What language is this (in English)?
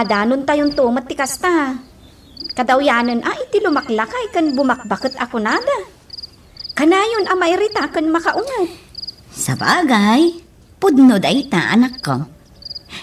Iloko